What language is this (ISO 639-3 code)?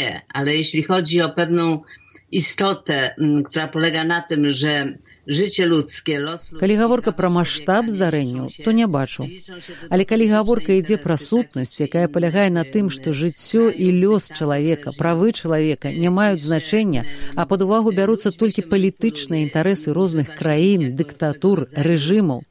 bel